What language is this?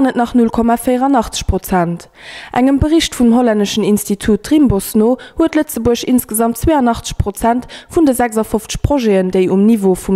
Luxembourgish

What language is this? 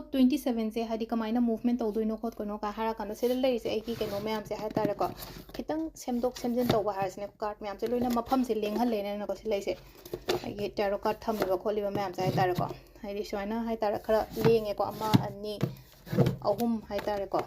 Manipuri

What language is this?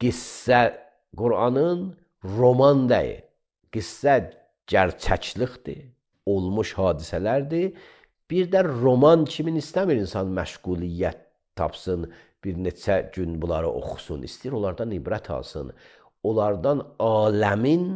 Azerbaijani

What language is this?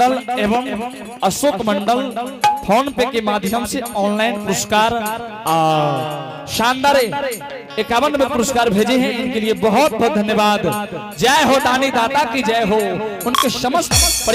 Angika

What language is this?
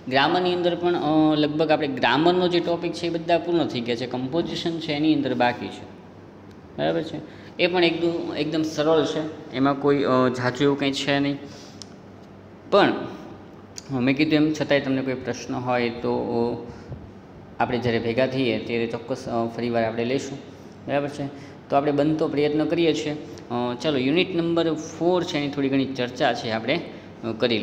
Gujarati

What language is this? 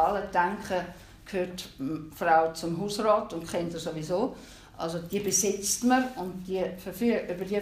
German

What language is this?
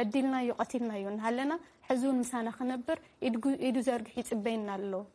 Tigrinya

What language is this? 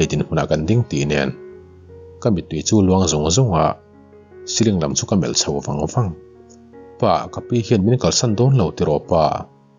Mizo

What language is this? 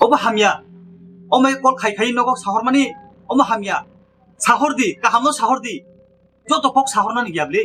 Kok Borok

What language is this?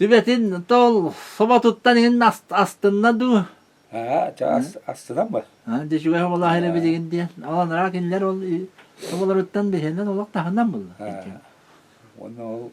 Yakut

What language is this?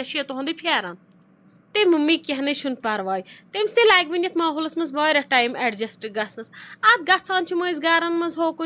Kashmiri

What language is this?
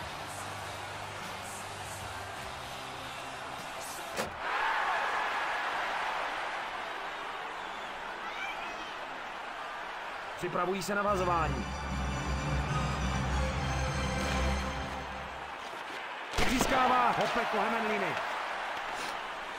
Czech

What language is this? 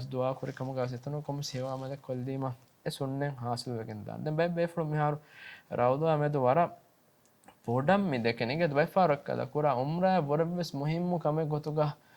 Divehi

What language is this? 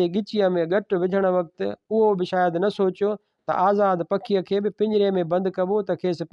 Sindhi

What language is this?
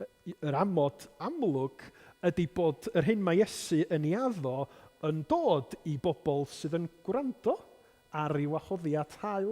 Welsh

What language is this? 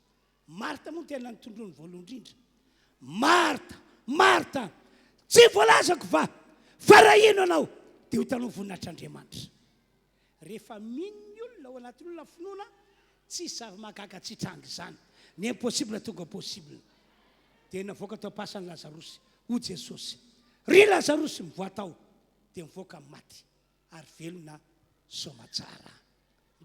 Malagasy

